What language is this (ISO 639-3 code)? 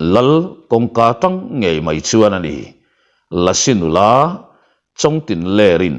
lus